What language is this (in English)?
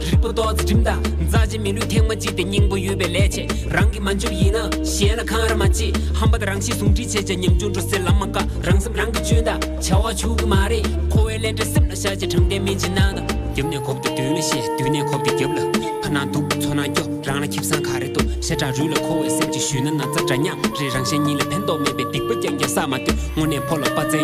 Tibetan